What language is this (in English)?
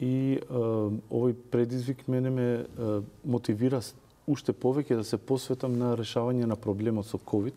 Macedonian